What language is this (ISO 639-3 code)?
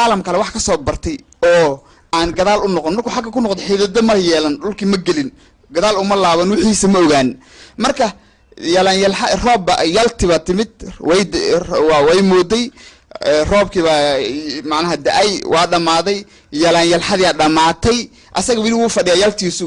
som